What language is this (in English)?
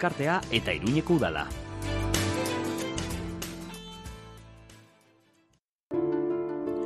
Basque